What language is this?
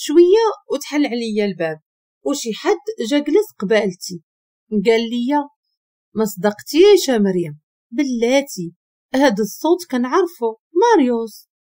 Moroccan Arabic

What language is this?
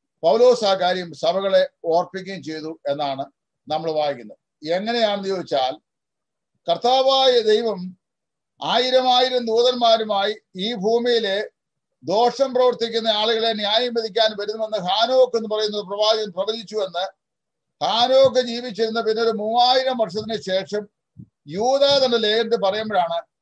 Malayalam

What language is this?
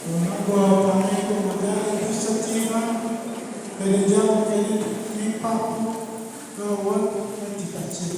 Lango (Uganda)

